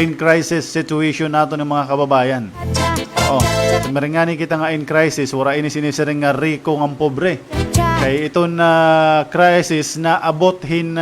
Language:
Waray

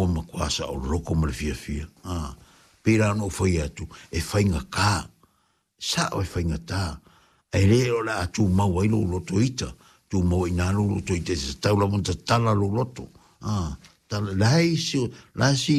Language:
Samoan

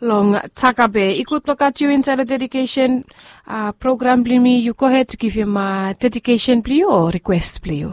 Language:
Bislama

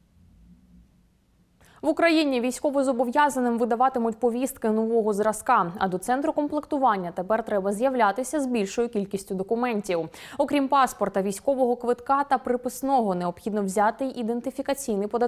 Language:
Ukrainian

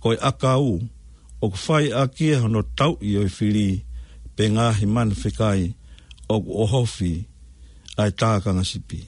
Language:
Tongan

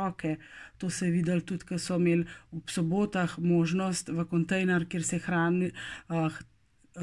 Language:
Slovenian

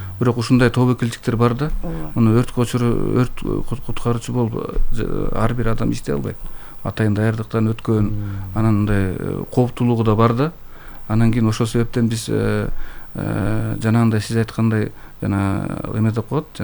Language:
Kyrgyz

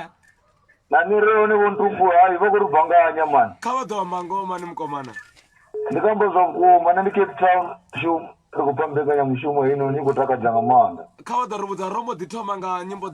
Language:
Venda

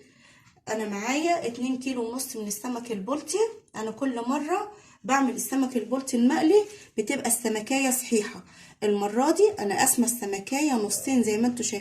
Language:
Egyptian Arabic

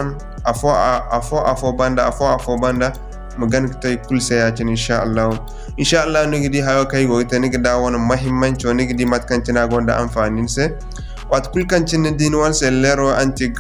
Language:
Zarma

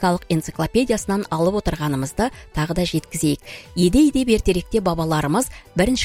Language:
Kazakh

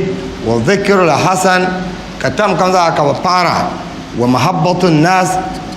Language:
Dagbani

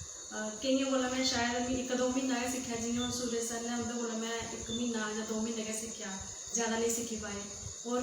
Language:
Dogri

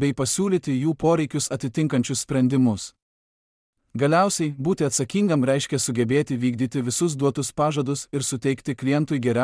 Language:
Lithuanian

